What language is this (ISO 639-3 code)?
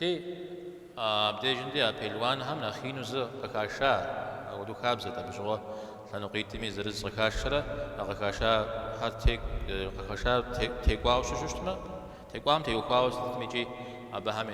kbd